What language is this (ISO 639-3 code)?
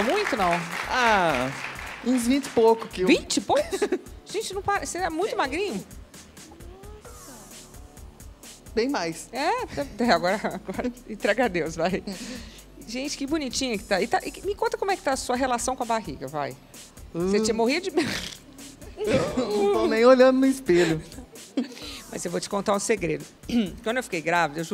por